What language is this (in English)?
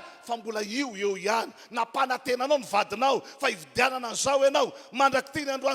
Malagasy